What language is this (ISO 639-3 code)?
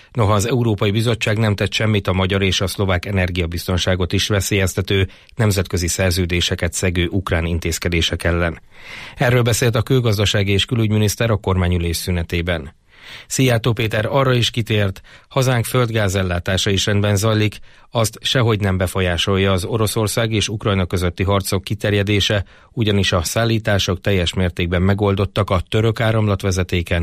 hun